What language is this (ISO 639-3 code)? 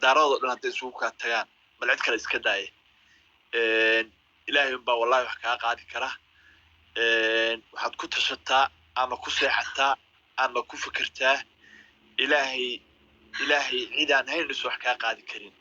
som